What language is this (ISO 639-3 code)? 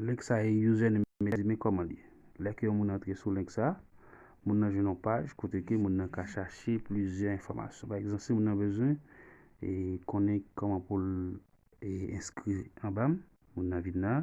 hat